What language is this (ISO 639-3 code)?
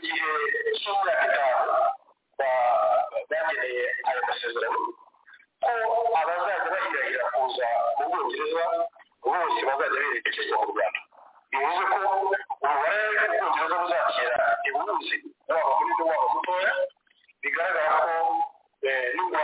kin